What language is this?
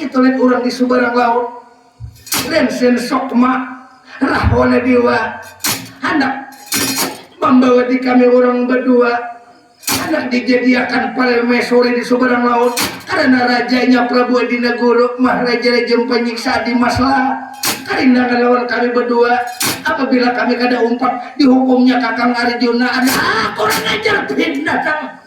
Banjar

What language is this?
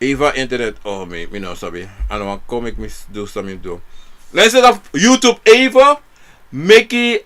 Sranan Tongo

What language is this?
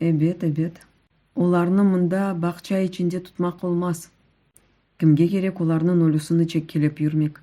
Crimean Tatar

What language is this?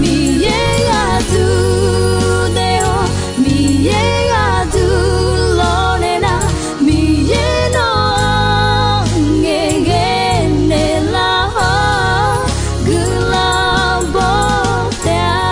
Akha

